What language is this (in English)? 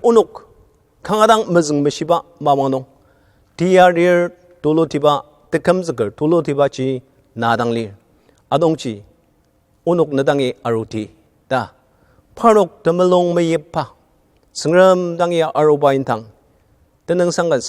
Ao Naga